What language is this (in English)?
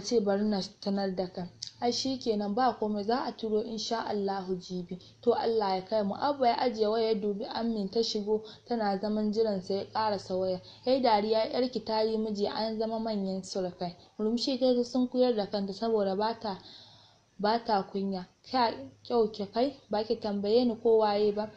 Hausa